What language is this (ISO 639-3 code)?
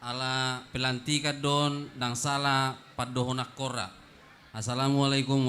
bbc